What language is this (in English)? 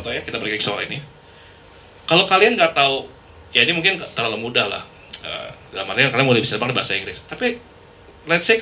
Indonesian